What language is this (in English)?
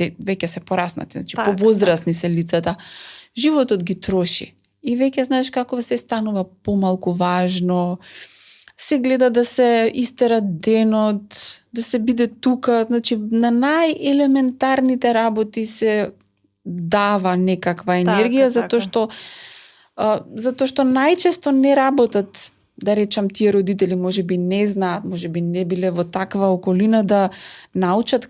Macedonian